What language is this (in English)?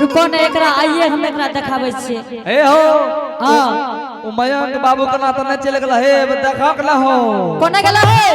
Angika